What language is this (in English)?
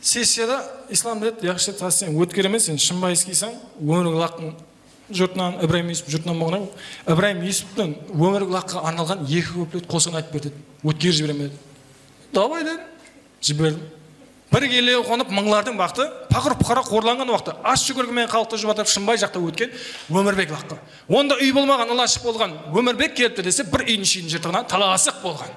Kara-Kalpak